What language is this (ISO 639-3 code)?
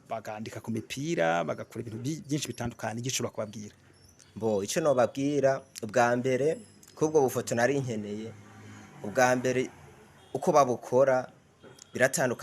run